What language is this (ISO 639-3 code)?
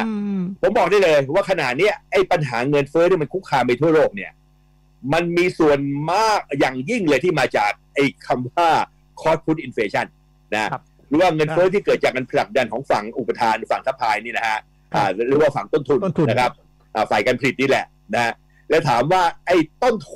tha